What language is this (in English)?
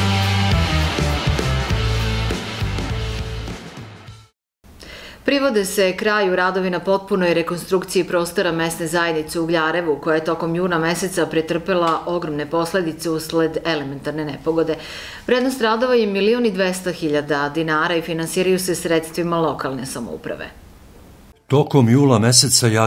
Serbian